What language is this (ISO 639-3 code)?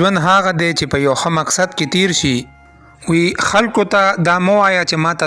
pus